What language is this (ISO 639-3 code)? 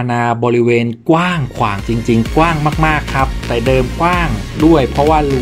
tha